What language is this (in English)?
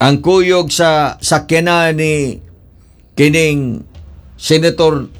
Cebuano